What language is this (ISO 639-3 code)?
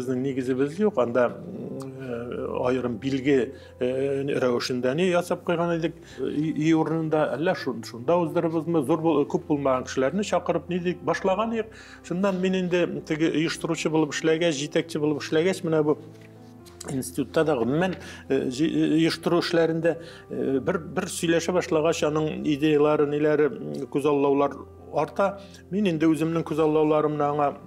tat